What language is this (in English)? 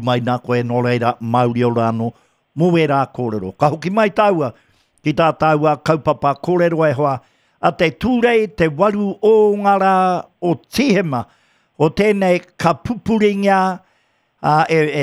Māori